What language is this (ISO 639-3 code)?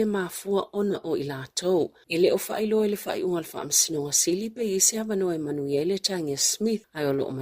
smo